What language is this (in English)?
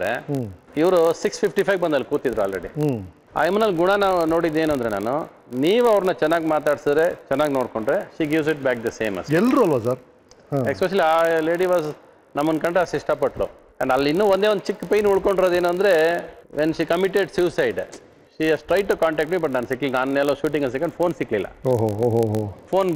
Kannada